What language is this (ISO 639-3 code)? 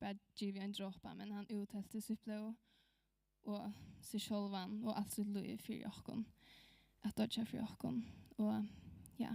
fao